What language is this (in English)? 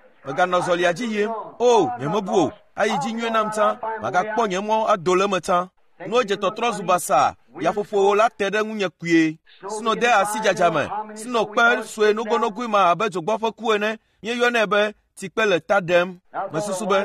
Ewe